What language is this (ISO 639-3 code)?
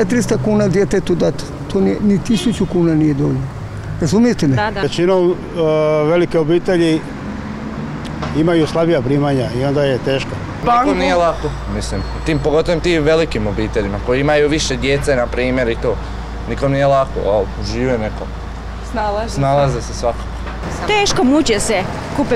hrv